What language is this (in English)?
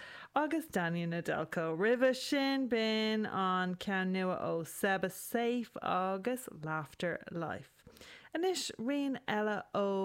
Irish